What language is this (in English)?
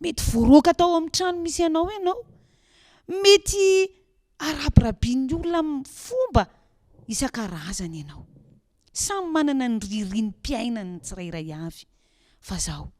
Malagasy